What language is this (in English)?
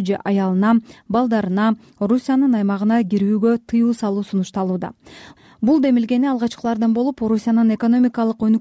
Kyrgyz